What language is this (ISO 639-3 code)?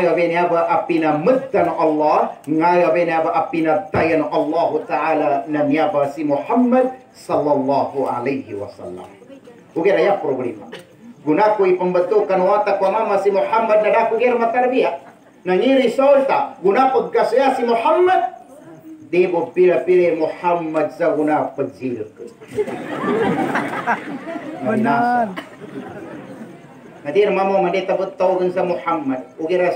mdh